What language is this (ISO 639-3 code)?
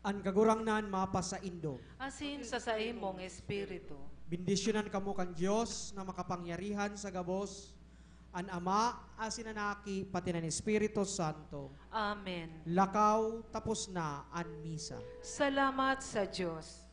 bik